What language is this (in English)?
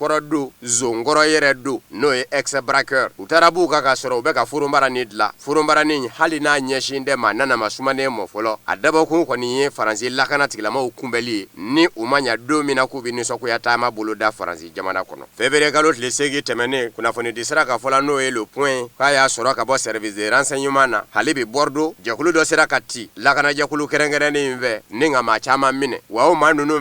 Bambara